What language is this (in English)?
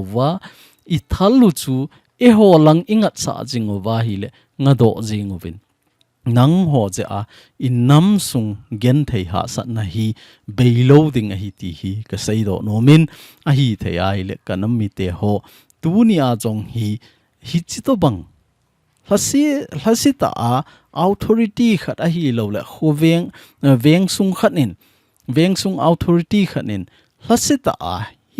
Thado Chin